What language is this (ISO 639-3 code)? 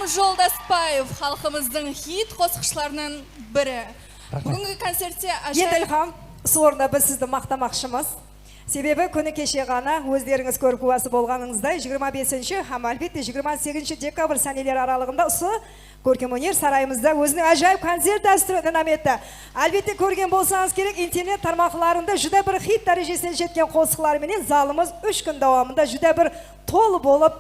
kaa